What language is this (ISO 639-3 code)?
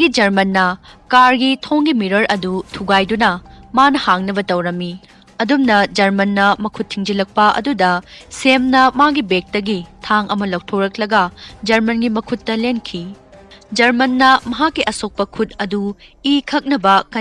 mni